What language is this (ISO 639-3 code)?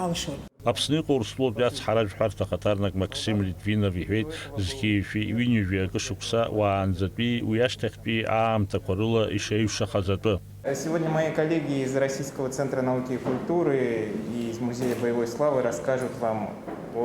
abk